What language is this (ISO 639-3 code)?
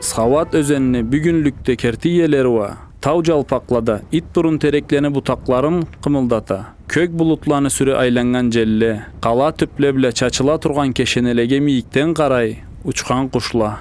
krc